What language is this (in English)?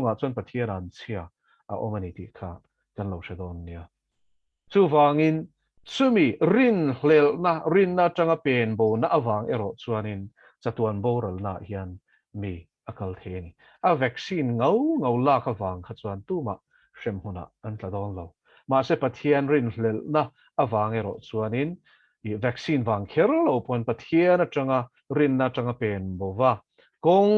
Mizo